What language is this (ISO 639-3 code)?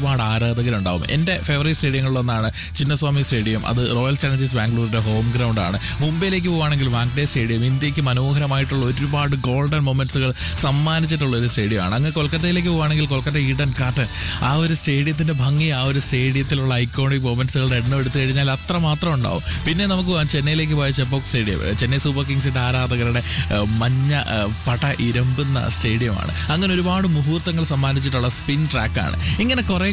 mal